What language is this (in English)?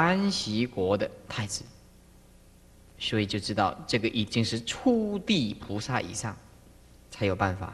Chinese